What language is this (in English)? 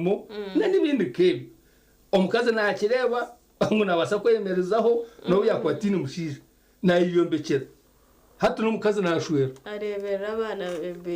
Nyankole